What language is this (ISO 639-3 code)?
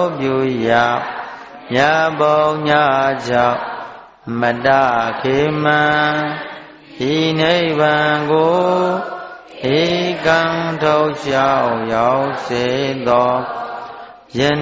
mya